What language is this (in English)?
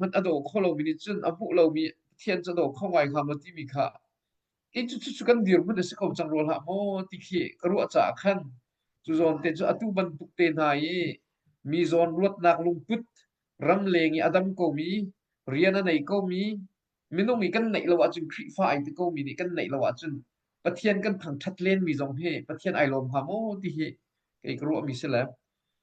Hakha Chin